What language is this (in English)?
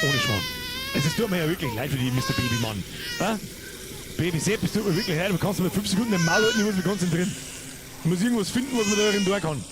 Bavarian